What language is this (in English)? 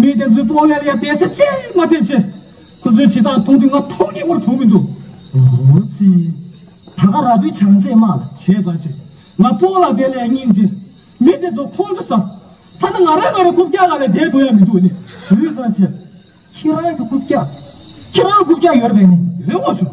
Tibetan